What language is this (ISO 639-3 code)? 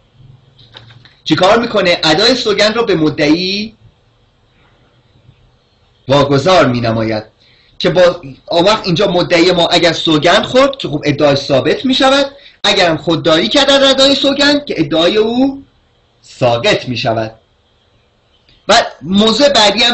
fas